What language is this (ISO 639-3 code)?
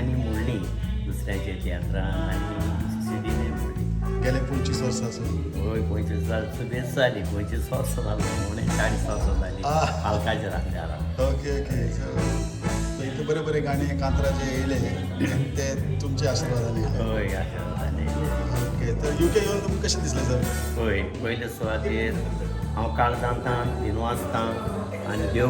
kok